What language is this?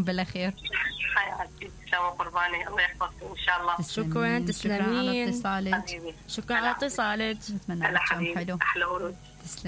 Mesopotamian Arabic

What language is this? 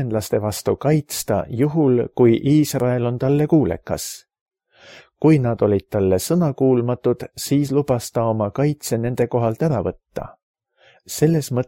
Estonian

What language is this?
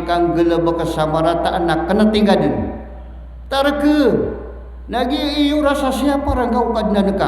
Maranao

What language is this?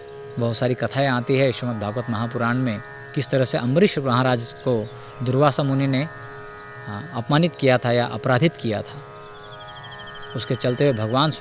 Hindi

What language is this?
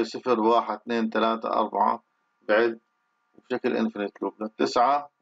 Arabic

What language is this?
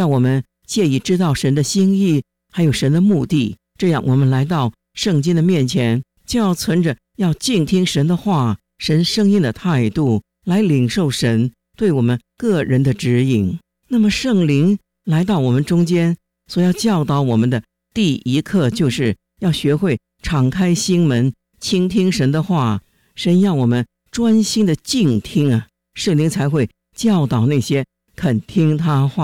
Chinese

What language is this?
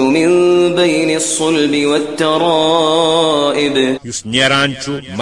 Kashmiri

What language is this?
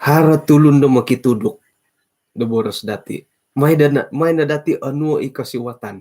Central Dusun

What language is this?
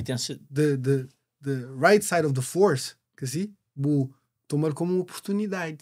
Kabuverdianu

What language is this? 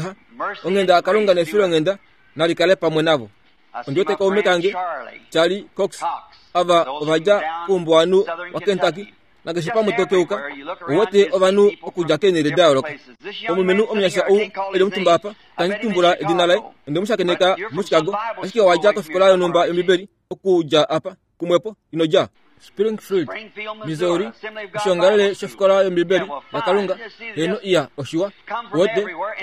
Kuanyama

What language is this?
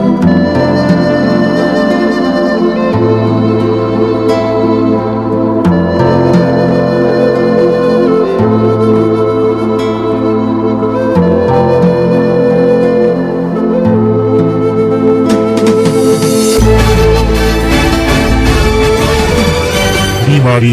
Ayacucho Quechua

